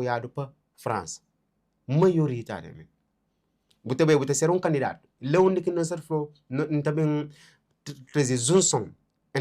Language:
Kabuverdianu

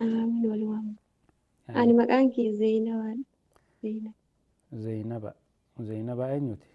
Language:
Oromo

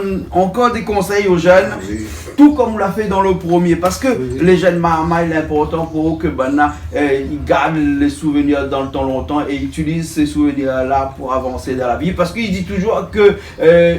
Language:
Réunion Creole French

